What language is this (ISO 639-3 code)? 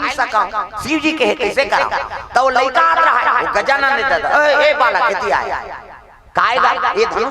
hne